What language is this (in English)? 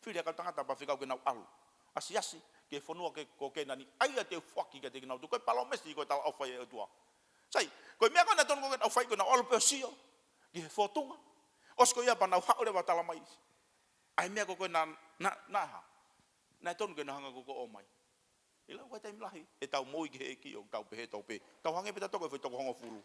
Tongan